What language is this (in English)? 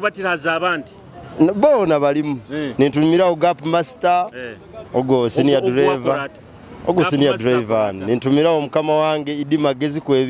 Nyoro